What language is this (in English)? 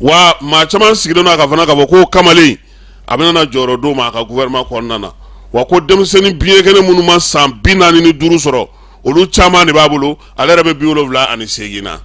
Bambara